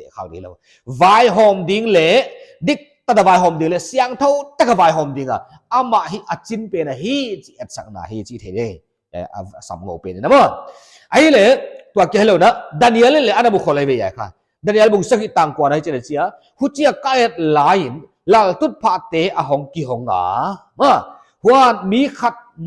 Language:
Paite Chin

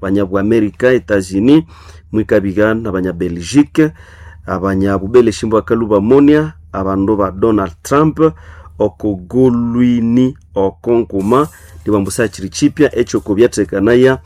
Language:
Nande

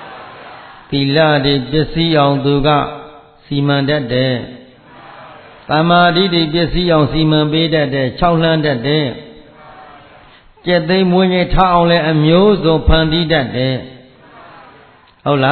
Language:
Burmese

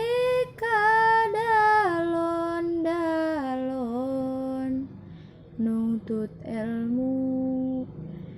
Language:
Sundanese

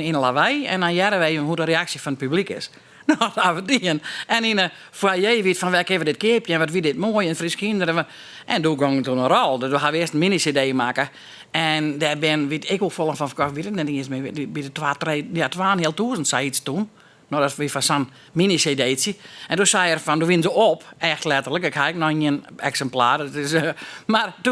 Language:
Western Frisian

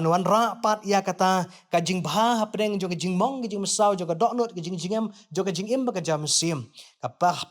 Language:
Khasi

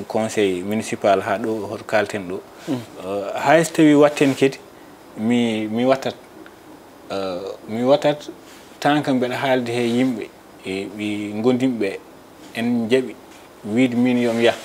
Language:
Fula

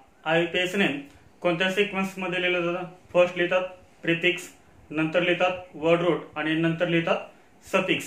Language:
Marathi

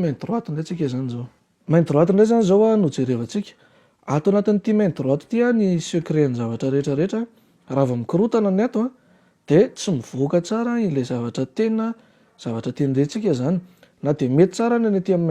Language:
Malagasy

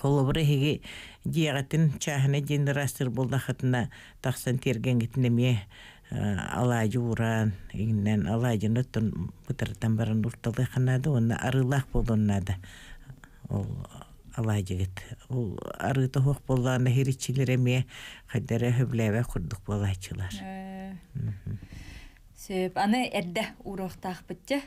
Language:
Yakut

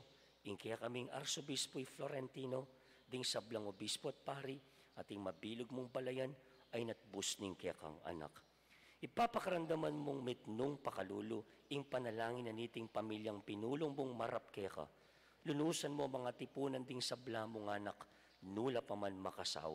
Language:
Pampanga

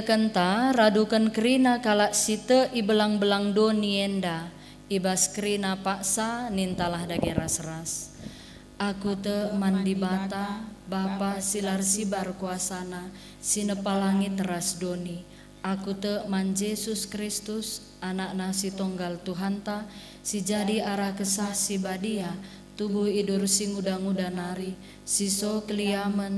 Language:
Batak Karo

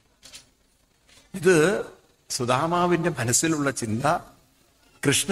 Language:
Malayalam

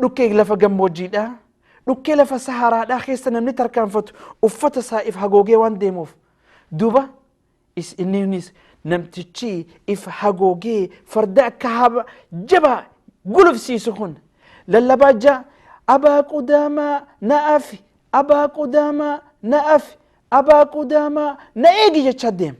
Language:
Oromo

